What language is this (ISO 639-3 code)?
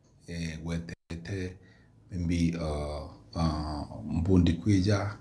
mer